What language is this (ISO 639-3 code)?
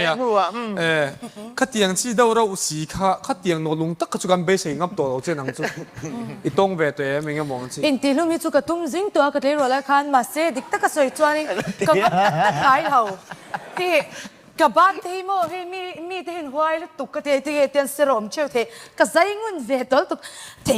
lus